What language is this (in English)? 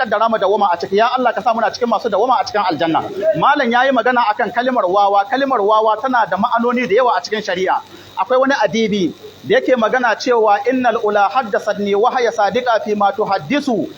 Hausa